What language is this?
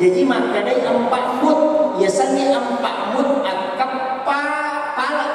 Buginese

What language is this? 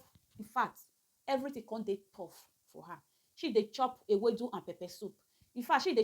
Nigerian Pidgin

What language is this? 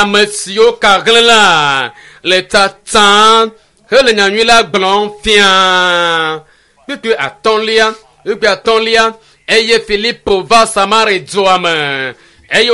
Ewe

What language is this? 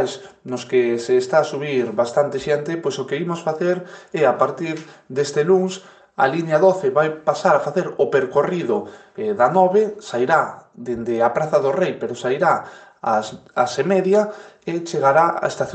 Galician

